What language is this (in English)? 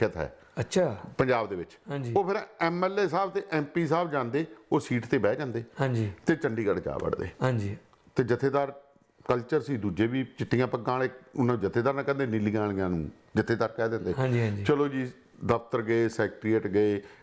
Punjabi